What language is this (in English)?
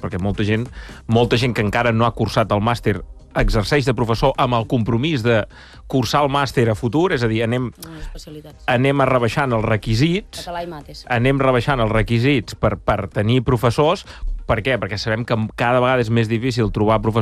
Catalan